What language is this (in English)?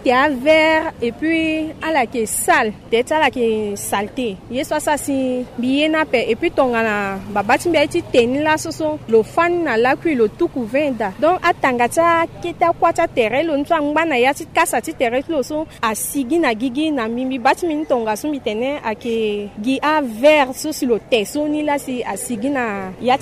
Sango